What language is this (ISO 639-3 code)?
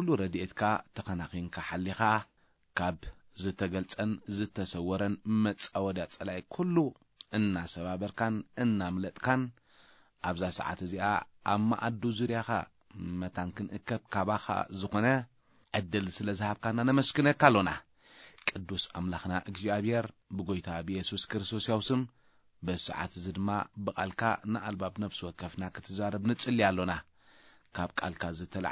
tir